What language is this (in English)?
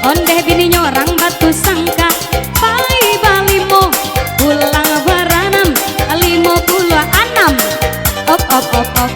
Minangkabau